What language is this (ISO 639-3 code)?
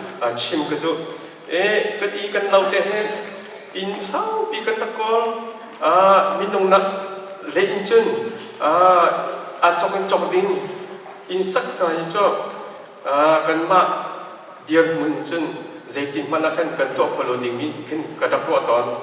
cnh